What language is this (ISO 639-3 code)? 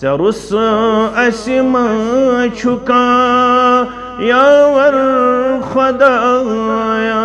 kas